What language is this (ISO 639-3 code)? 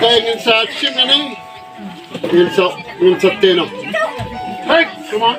kha